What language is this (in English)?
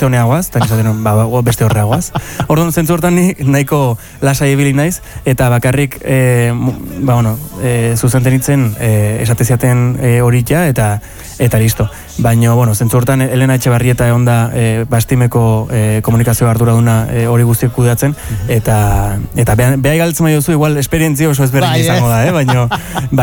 Basque